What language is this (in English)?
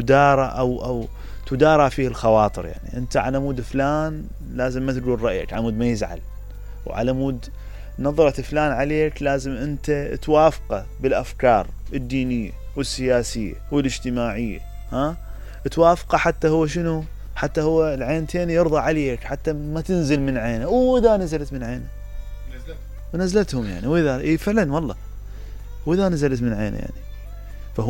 Mesopotamian Arabic